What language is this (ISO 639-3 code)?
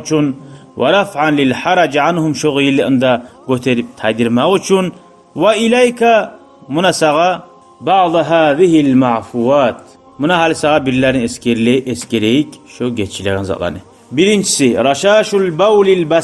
kum